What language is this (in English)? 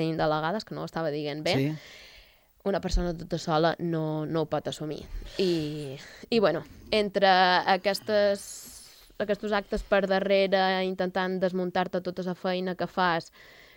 Catalan